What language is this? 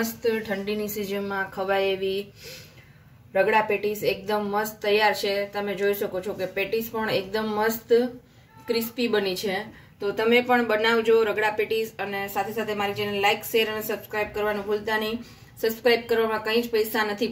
Gujarati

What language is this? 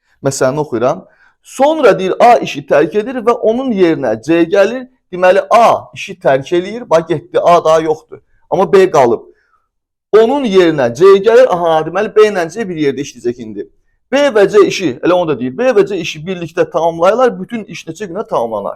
Azerbaijani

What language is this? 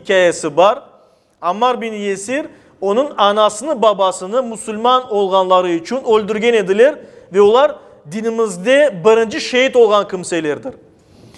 Crimean Tatar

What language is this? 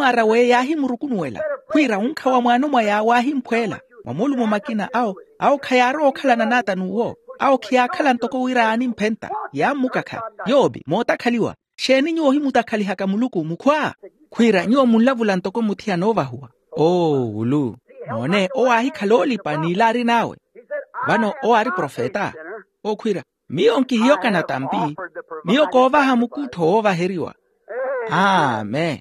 Makhuwa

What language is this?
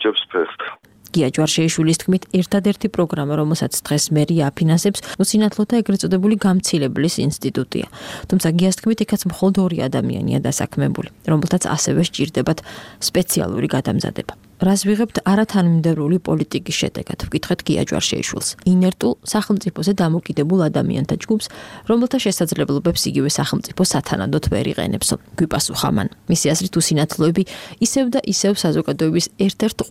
Georgian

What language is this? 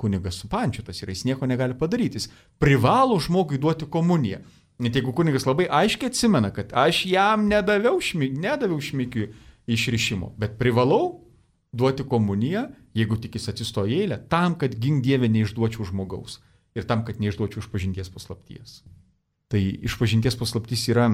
Lithuanian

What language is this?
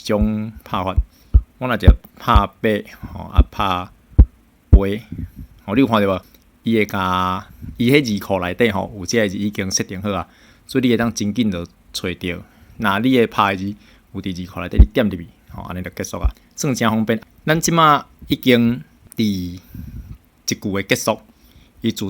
Min Nan Chinese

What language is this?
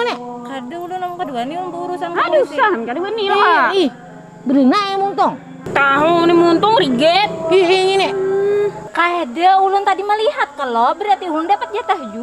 Banjar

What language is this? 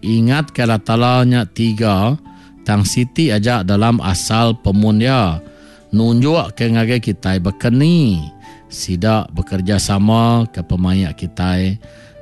Iban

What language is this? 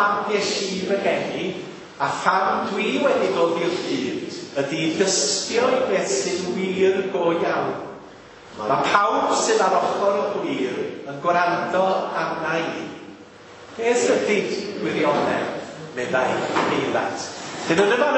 Welsh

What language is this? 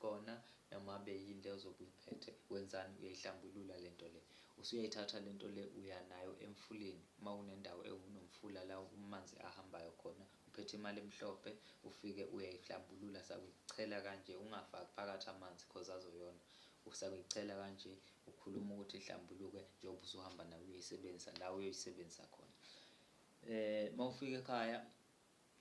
Zulu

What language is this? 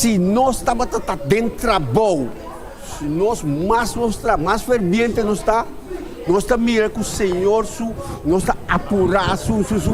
Papiamento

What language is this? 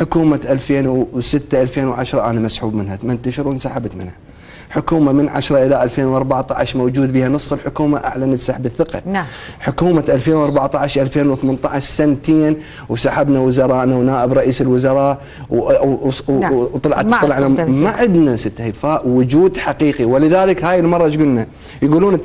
Mesopotamian Arabic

